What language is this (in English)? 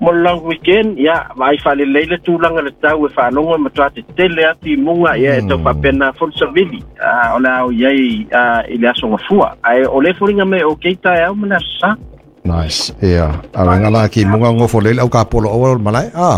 Samoan